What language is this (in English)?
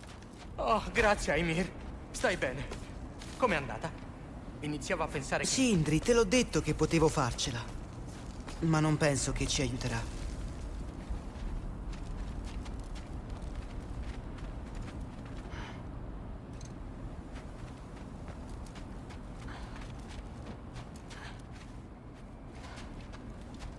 Italian